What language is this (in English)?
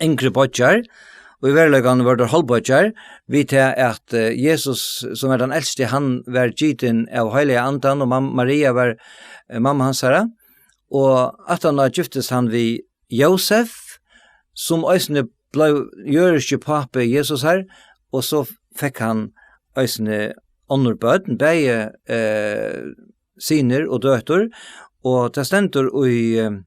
Faroese